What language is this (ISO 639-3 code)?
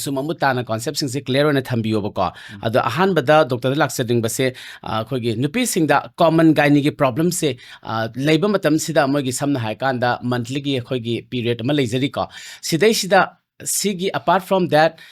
mni